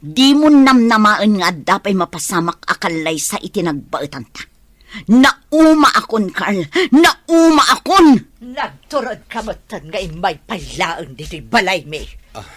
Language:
Iloko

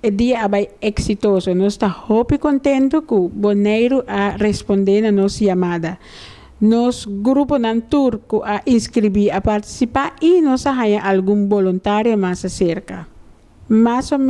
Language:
Papiamento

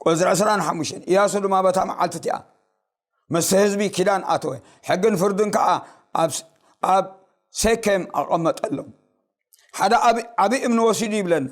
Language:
Tigrinya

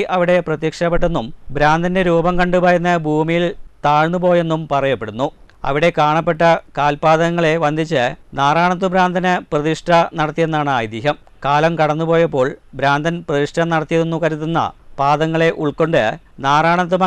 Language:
Malayalam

